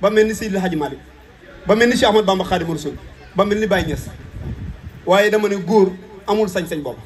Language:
Wolof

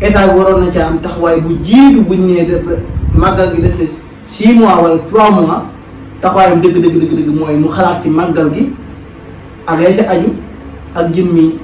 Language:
Wolof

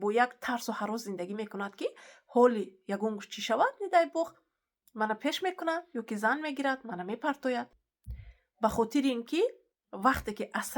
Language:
Tajik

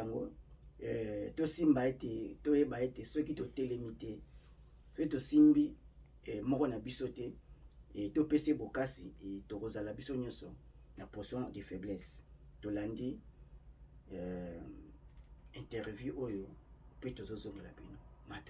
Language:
Lingala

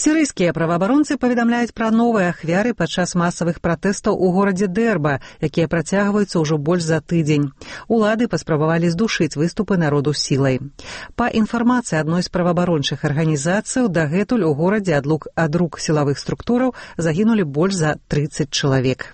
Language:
Belarusian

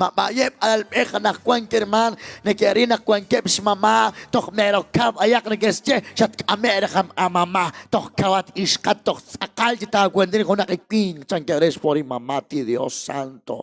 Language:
Kekchí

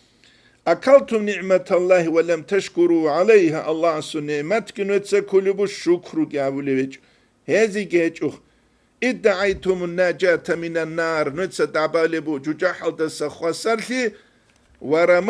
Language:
Avaric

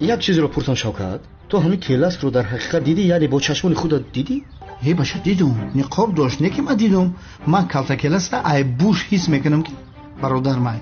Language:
Tajik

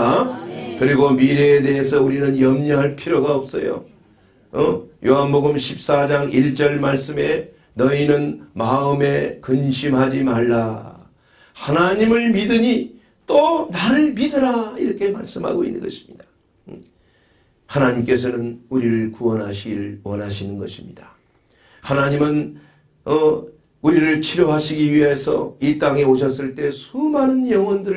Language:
Korean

